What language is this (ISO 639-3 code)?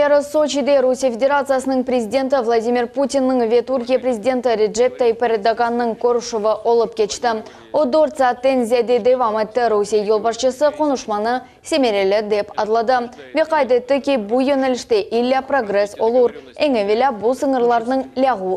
crh